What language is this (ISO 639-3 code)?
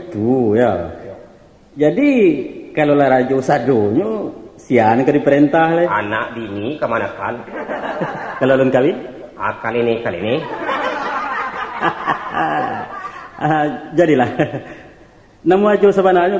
min